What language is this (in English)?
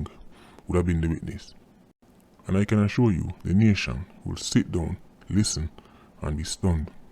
Jamaican Creole English